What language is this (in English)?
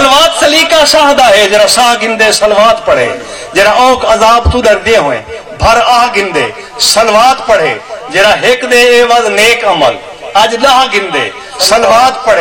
Saraiki